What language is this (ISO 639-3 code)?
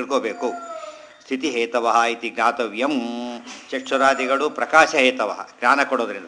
kan